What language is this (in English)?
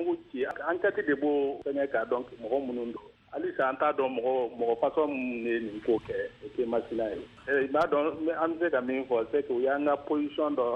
Bambara